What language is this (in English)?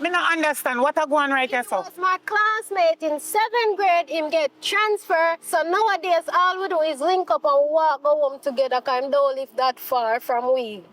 Jamaican Creole English